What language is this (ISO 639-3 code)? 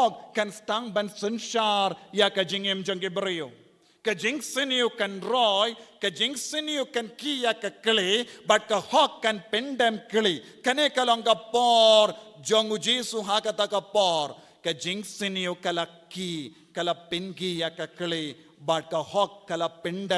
kha